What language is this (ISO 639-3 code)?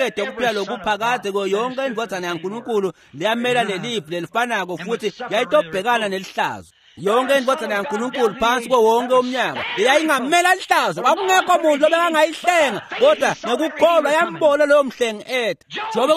ssw